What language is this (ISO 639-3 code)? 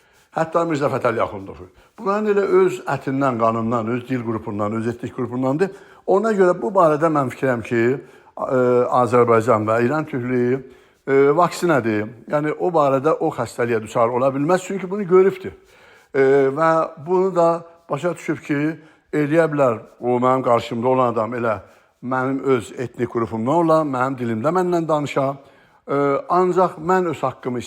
azb